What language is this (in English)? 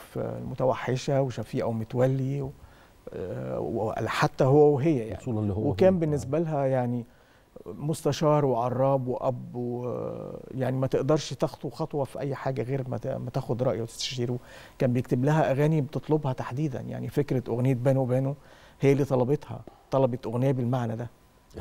Egyptian Arabic